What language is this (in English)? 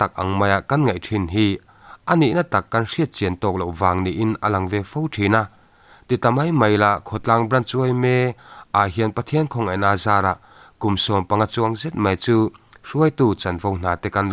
Mizo